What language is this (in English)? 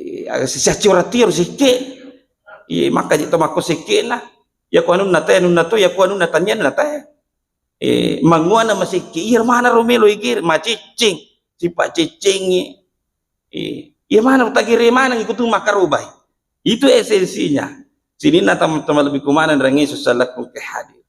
Buginese